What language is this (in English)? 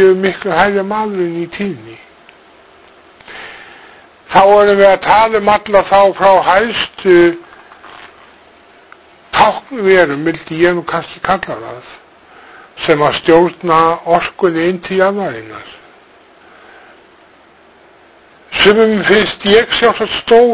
Icelandic